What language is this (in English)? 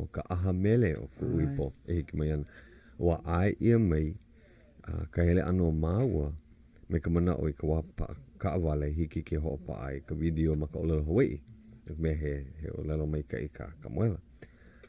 Hawaiian